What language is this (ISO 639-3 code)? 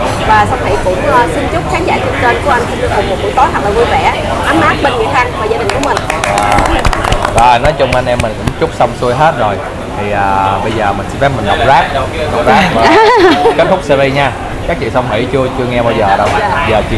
vie